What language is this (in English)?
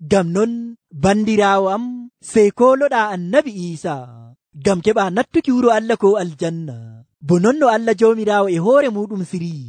Nigerian Fulfulde